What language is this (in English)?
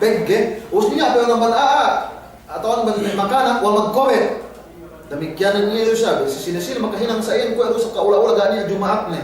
Yakan